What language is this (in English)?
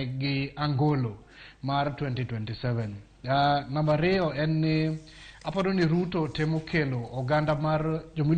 Luo (Kenya and Tanzania)